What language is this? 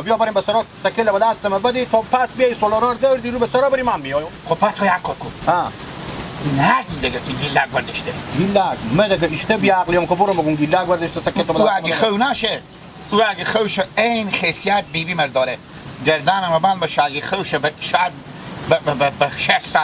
Hazaragi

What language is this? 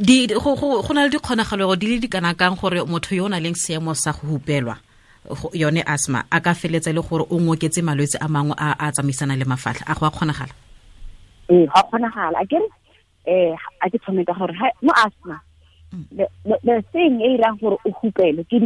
Tswana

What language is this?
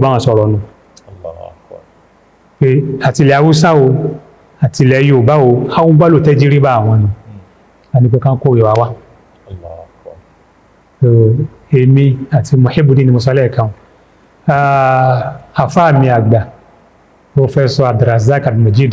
Yoruba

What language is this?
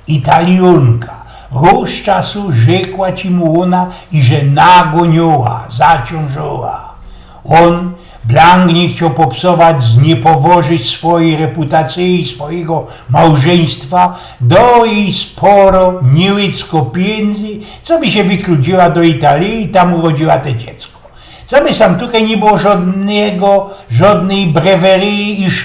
Silesian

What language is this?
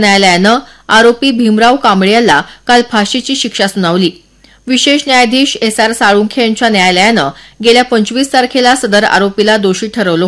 Marathi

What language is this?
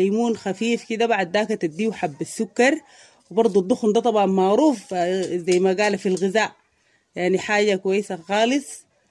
Sudanese Arabic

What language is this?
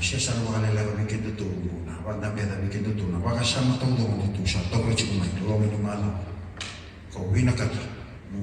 Fijian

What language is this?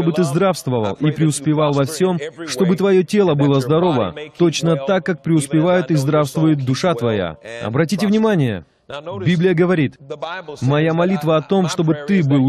Russian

